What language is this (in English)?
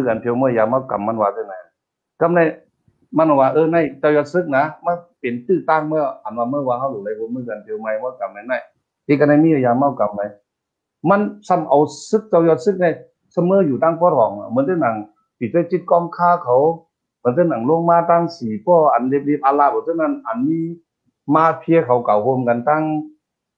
Shan